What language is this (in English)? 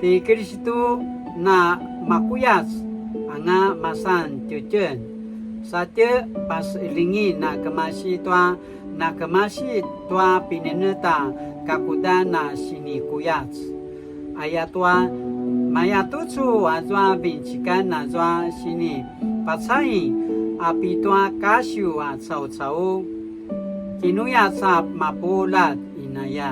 Paiwan